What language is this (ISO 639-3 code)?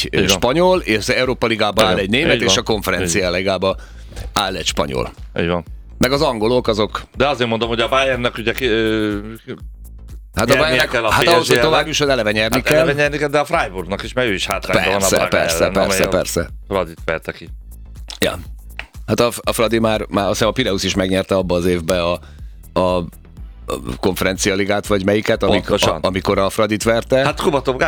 hun